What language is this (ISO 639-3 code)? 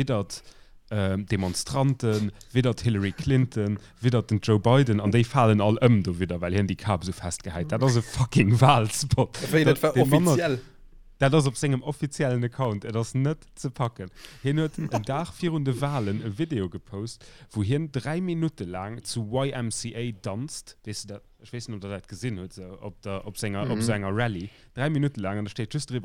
ltz